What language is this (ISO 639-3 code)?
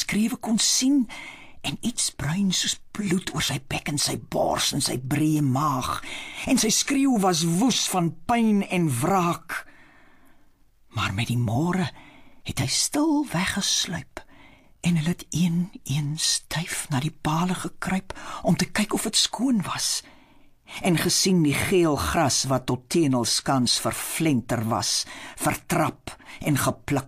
afr